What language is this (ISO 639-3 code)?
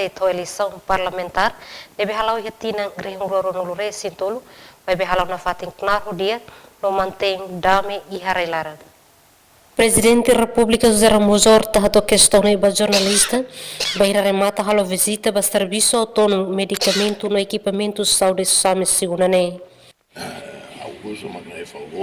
tet